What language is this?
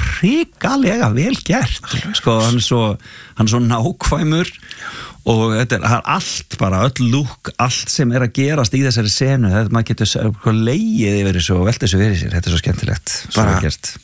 Icelandic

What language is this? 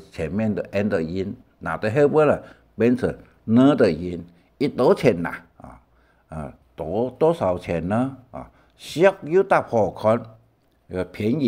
Hakka Chinese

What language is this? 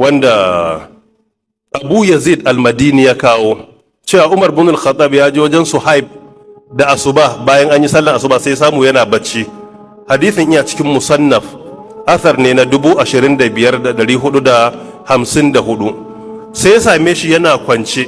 Hausa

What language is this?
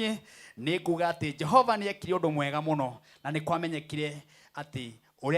Kikuyu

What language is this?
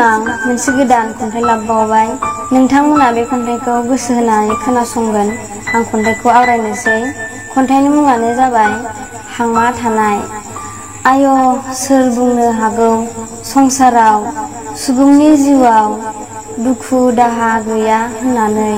Bodo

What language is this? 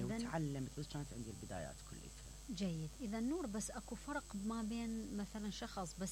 Mesopotamian Arabic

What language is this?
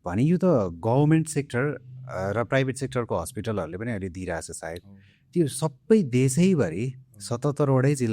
Nepali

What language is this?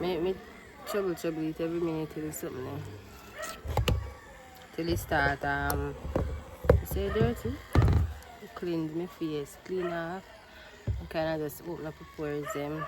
Jamaican Creole English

